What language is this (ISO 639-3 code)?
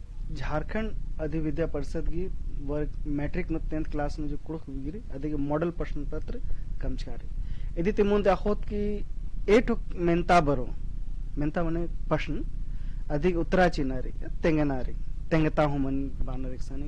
kru